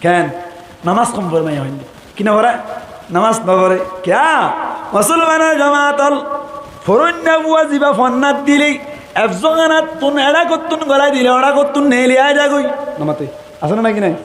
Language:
Rohingya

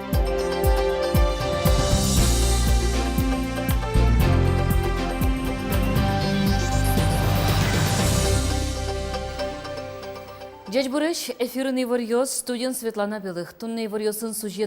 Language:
Udmurt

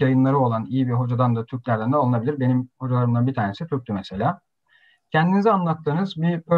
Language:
Turkish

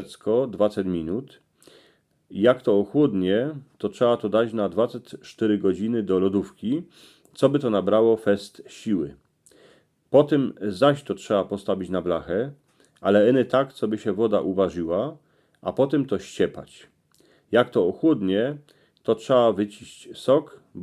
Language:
Silesian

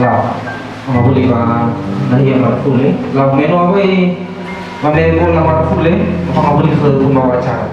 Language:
Nias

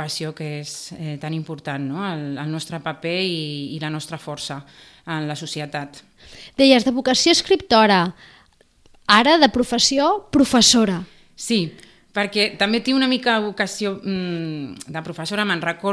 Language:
Catalan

